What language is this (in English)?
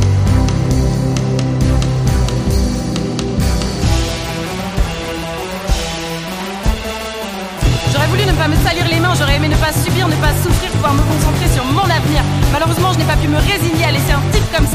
French